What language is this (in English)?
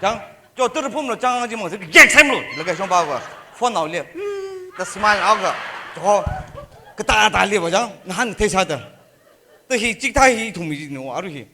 Tangkhul Naga (India)